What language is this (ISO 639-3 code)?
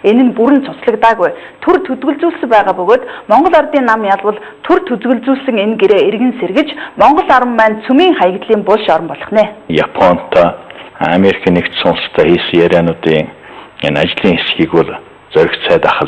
mon